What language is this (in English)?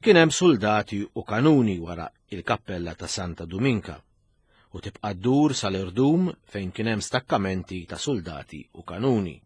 Maltese